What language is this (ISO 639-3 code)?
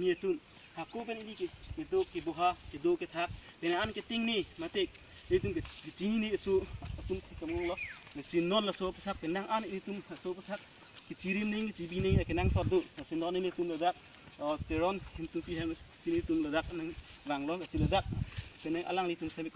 mjw